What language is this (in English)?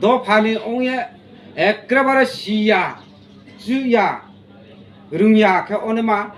Riang (India)